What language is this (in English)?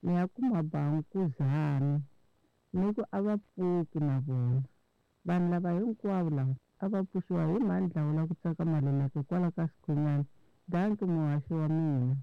Tsonga